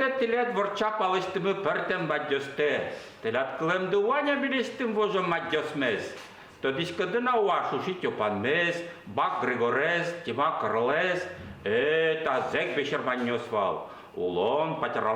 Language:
Udmurt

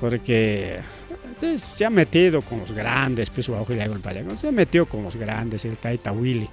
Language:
Ayacucho Quechua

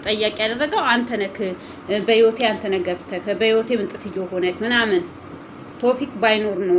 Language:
Amharic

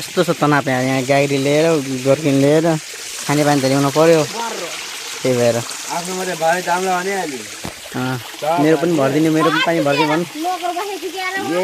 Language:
Nepali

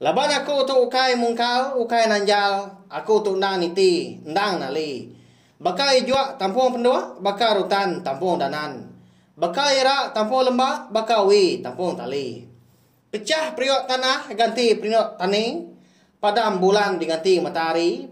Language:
Iban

